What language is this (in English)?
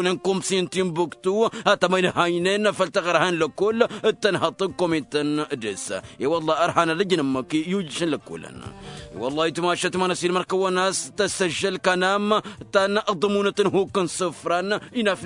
Tamasheq